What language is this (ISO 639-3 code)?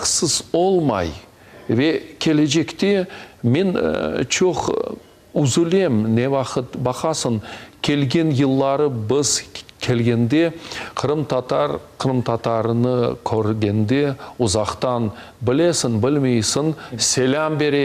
crh